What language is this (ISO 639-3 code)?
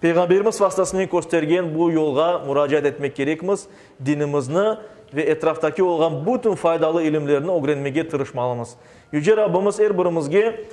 crh